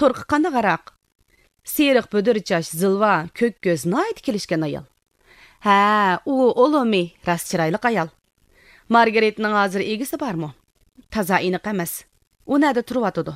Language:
Uyghur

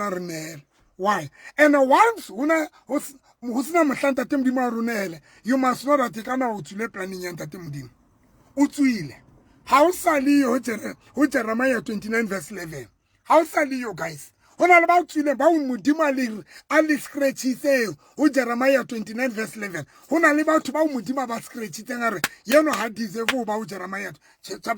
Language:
Southern Sotho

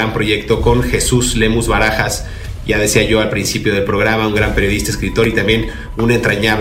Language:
Spanish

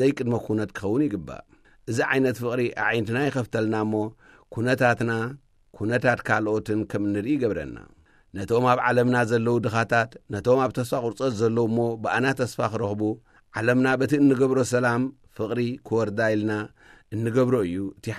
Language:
Tigrinya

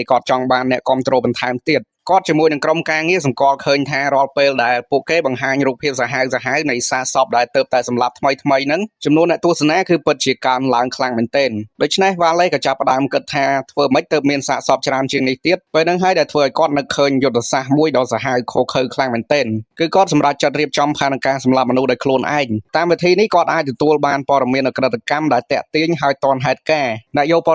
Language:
Khmer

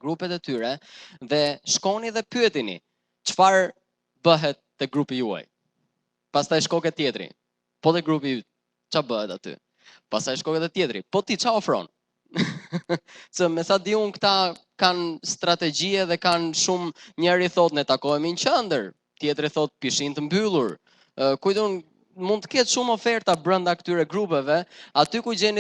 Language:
Albanian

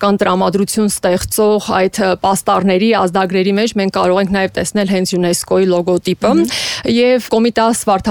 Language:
Armenian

